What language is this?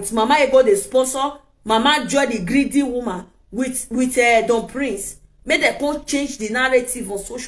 Nigerian Pidgin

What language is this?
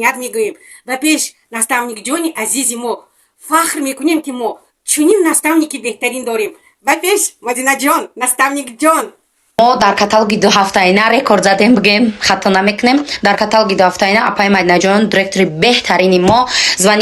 Tajik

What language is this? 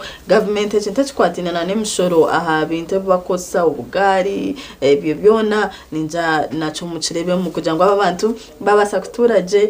Nyankole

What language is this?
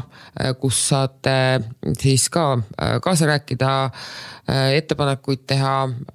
Estonian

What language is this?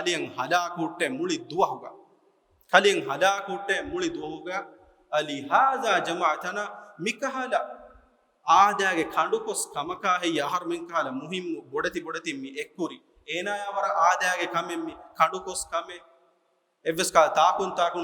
Divehi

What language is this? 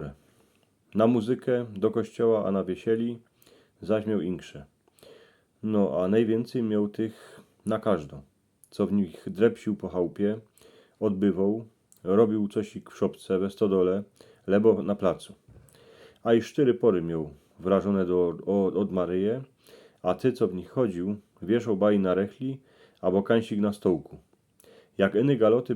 Silesian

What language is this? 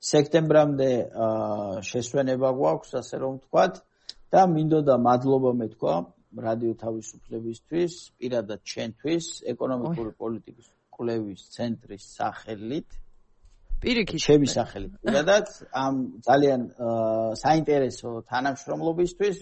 Georgian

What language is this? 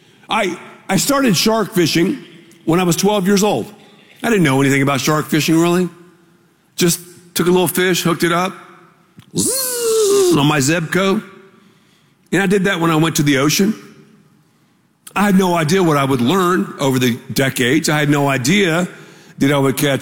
English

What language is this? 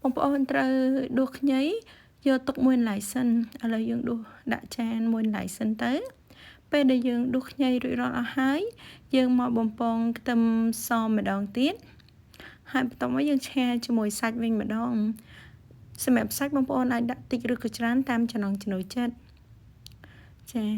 Khmer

